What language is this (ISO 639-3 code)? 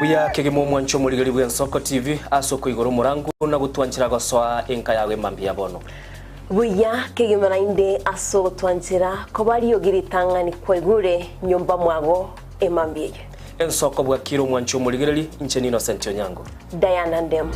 guz